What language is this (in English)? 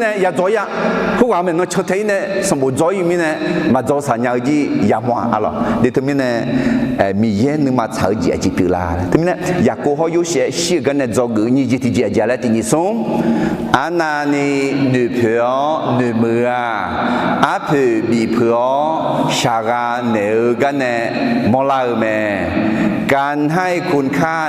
Akha